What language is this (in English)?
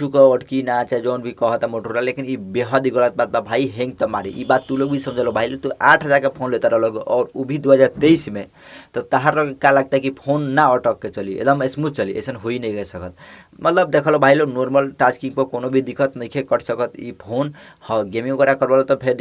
Bhojpuri